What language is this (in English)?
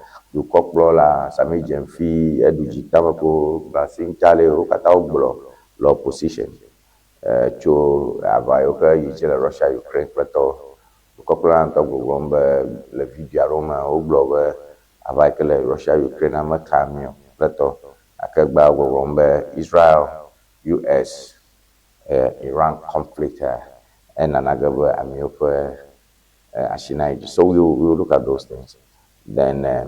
Ewe